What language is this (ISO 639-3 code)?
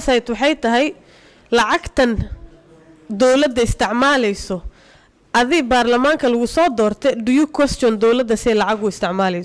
som